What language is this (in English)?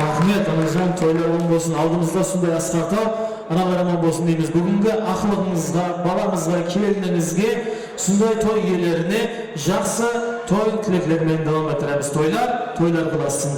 Kara-Kalpak